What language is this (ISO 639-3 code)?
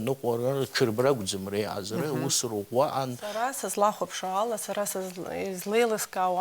abk